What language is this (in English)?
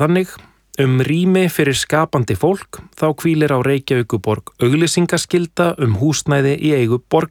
Icelandic